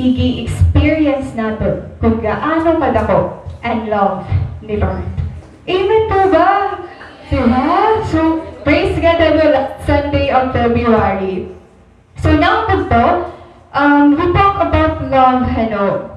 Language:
Waray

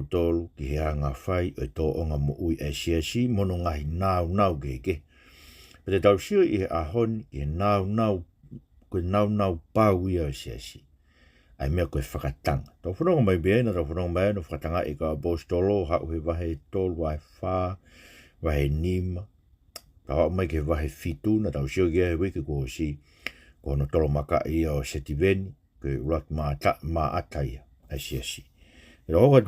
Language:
Tongan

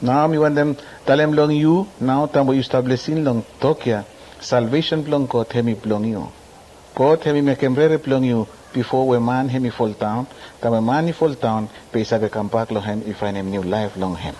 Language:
Bislama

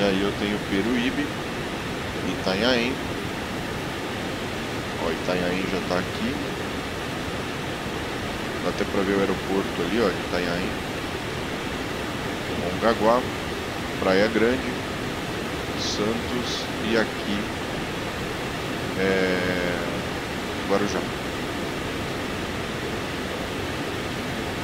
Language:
Portuguese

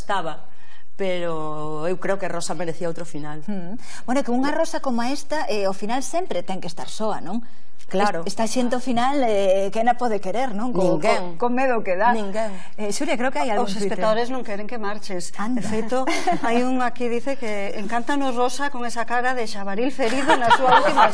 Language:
Galician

